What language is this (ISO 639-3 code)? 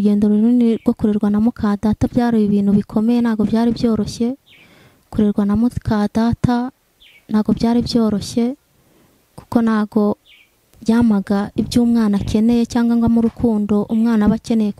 kin